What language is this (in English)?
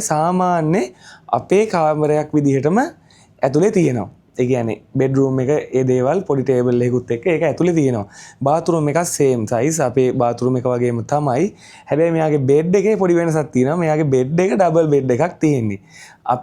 Sinhala